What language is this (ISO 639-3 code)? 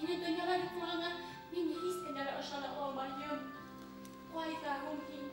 bak